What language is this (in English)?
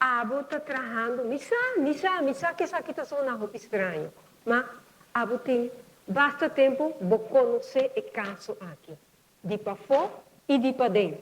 Papiamento